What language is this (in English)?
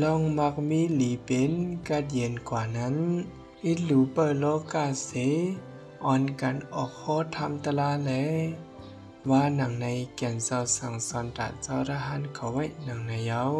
Shan